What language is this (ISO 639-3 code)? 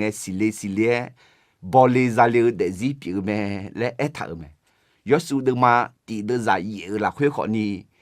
ahk